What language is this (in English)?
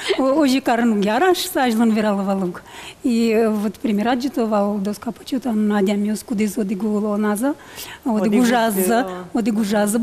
Udmurt